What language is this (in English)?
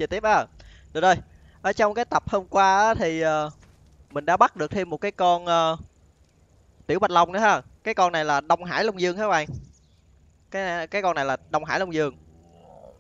Vietnamese